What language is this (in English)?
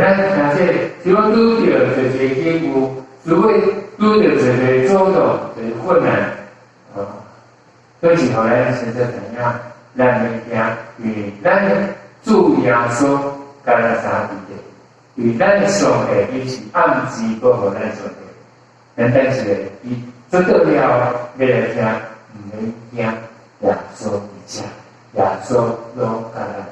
Min Nan Chinese